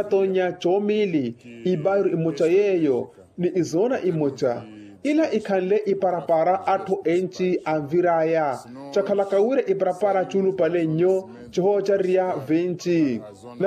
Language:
Makhuwa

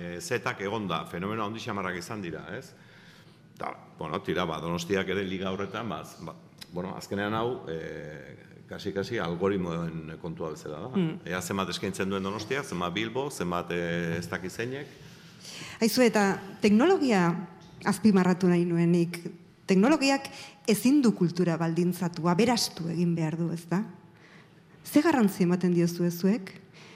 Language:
Basque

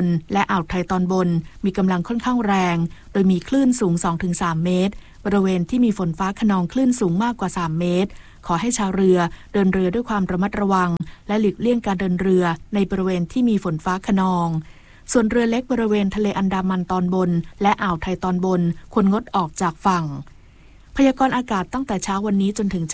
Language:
Thai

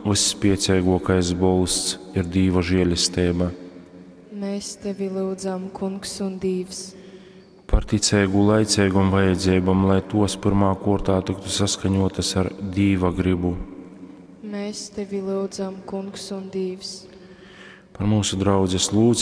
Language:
Latgalian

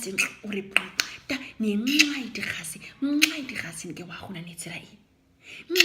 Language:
Nama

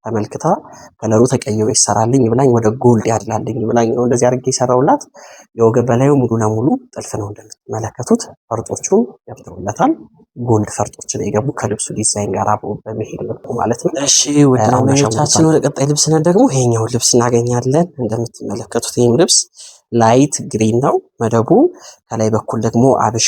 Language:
Amharic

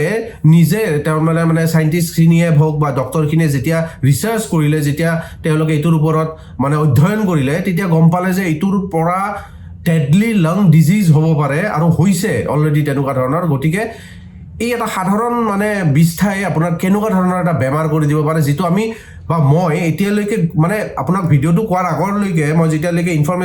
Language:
Assamese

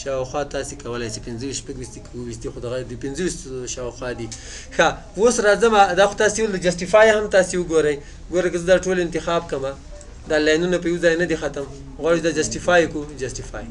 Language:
Pashto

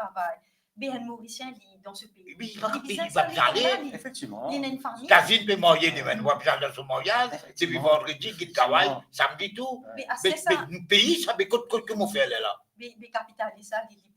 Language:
Morisyen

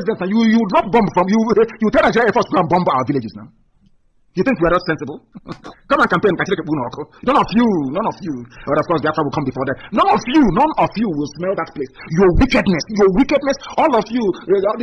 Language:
Nigerian Pidgin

